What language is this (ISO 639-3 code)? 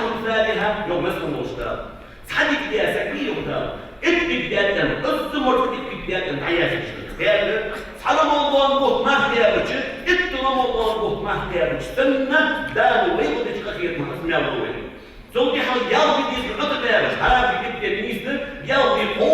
inh